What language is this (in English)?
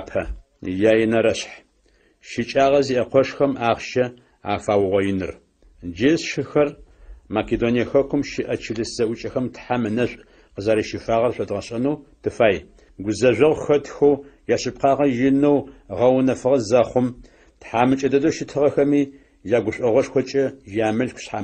Adyghe